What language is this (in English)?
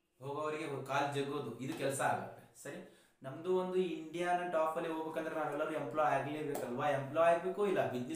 Kannada